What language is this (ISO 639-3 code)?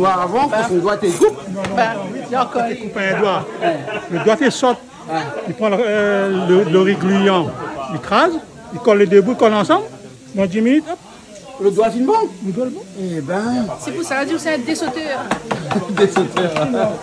rcf